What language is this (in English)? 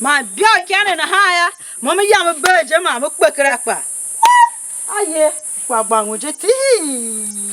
Tiv